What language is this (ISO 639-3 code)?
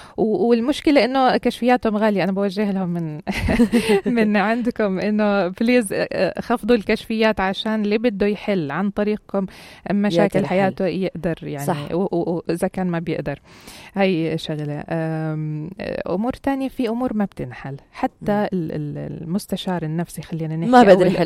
apc